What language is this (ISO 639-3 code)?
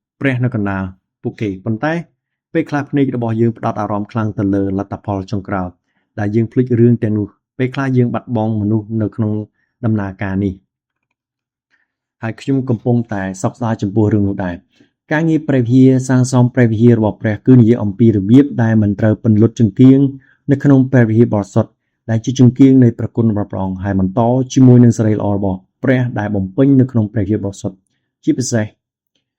khm